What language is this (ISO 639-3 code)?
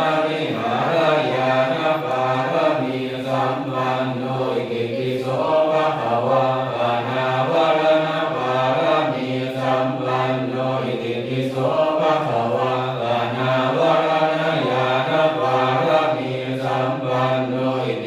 pli